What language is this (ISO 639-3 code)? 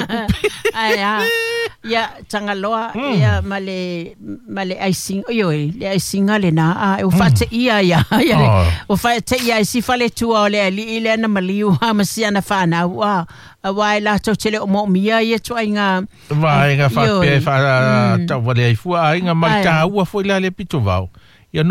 smo